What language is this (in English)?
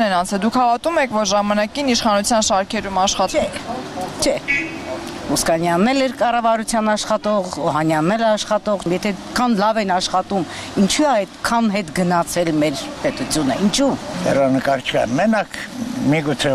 Armenian